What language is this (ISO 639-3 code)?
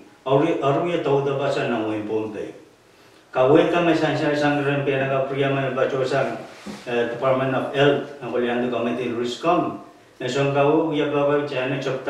pon